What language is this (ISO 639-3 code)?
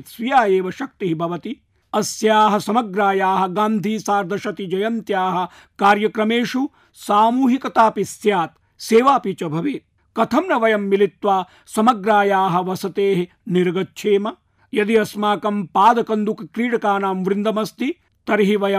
san